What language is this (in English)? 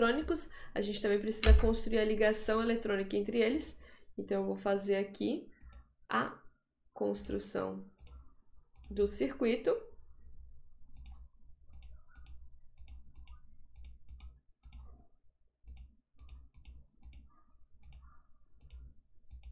Portuguese